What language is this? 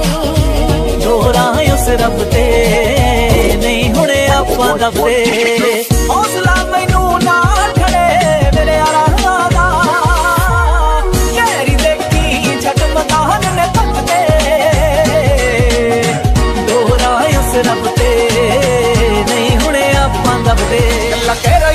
Punjabi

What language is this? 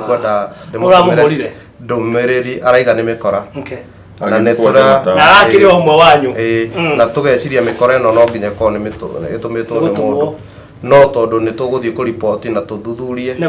Kikuyu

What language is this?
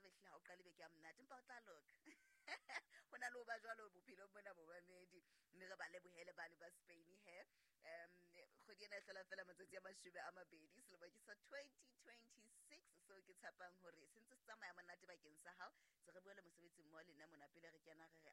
Southern Sotho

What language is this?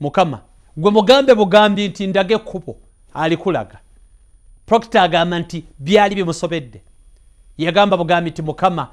Ganda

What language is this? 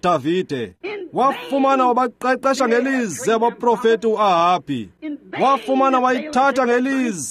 Xhosa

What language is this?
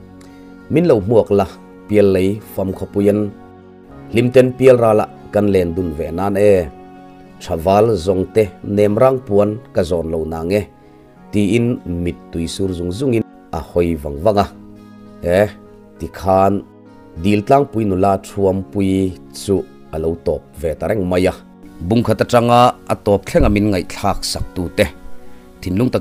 Mizo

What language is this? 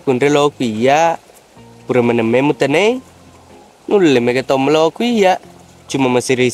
Buginese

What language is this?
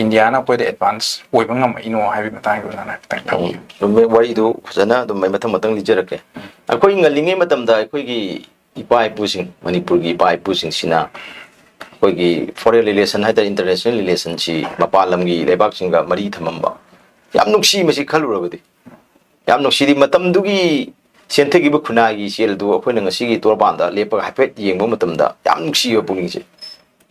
Manipuri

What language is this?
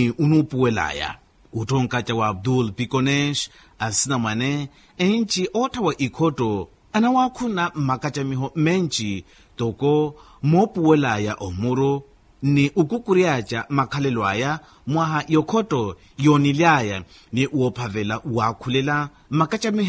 Makhuwa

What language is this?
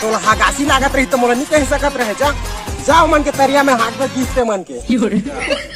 Chhattisgarhi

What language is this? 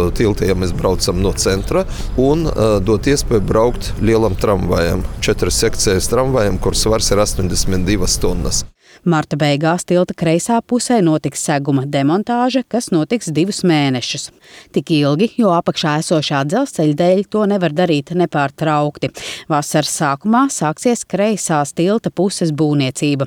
Latvian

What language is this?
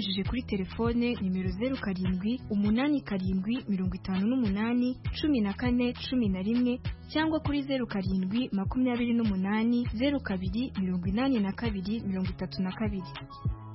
Kinyarwanda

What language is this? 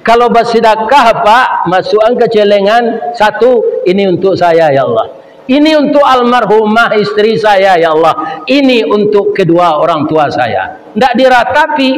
Minangkabau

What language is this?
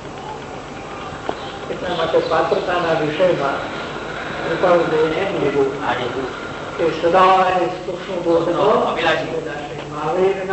Gujarati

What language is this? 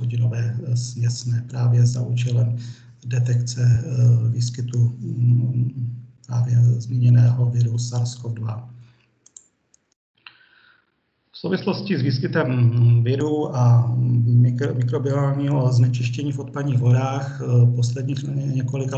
Czech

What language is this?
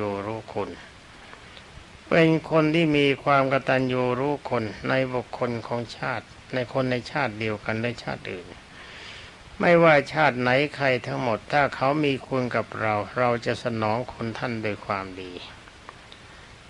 Thai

